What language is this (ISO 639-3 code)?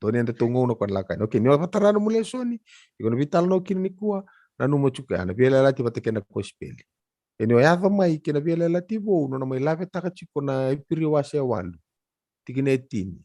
fij